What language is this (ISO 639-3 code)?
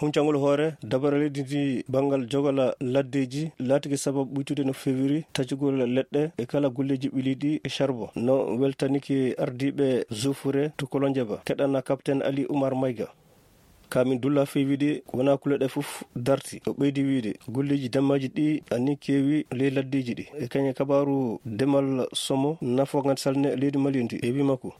ful